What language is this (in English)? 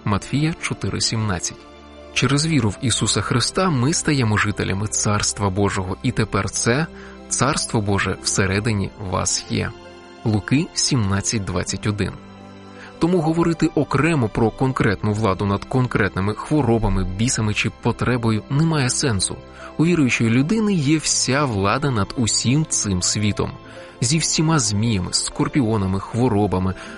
Ukrainian